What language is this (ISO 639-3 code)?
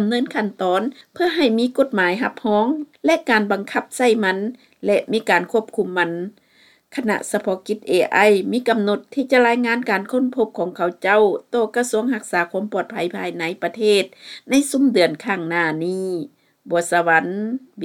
lao